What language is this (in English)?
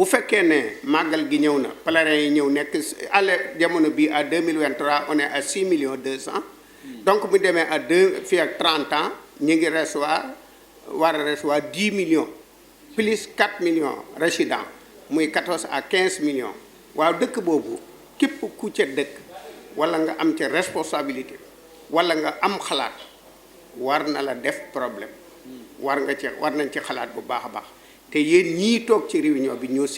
Wolof